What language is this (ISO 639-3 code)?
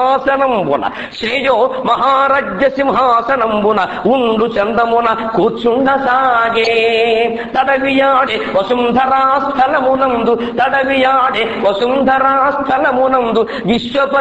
tel